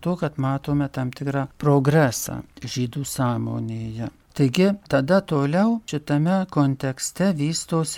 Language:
Lithuanian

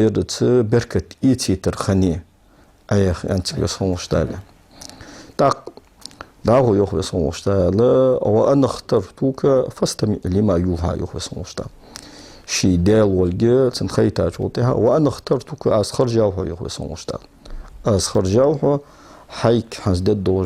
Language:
Ingush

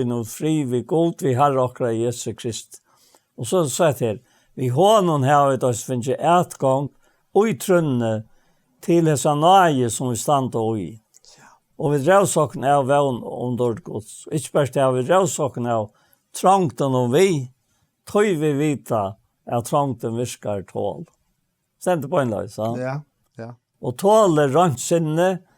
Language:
Faroese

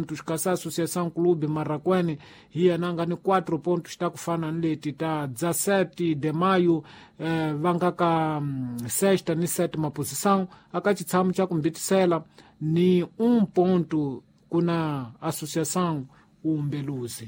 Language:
Tsonga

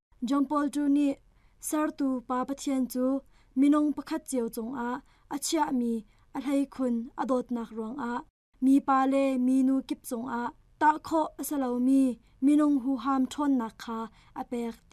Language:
Hakha Chin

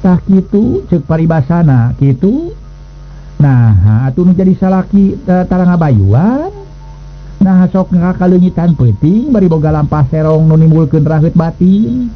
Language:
Sundanese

